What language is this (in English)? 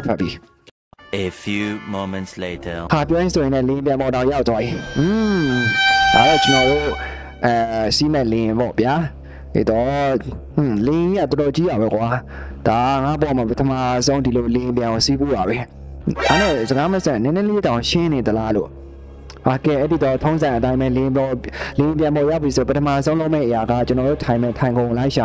Burmese